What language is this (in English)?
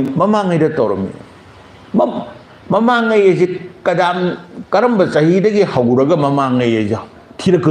Manipuri